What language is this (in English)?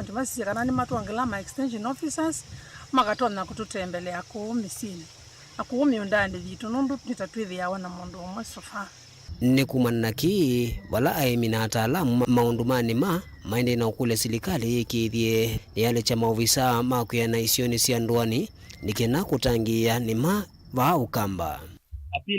Kamba